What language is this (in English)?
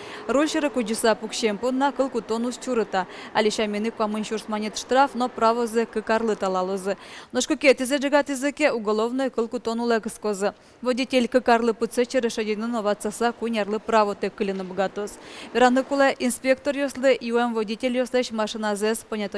Udmurt